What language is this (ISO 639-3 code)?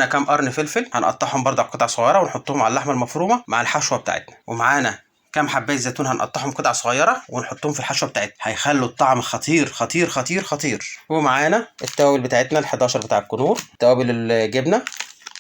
arz